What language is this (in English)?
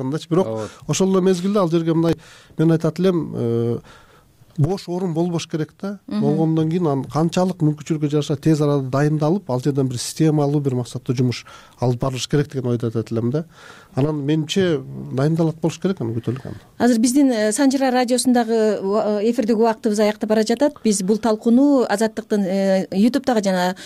Kyrgyz